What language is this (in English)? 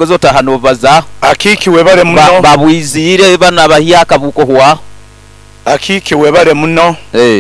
Nyoro